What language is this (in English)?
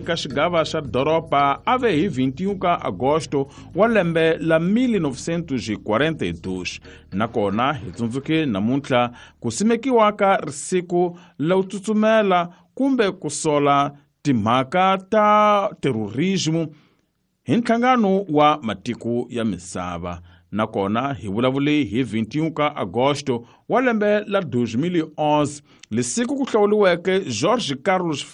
Tsonga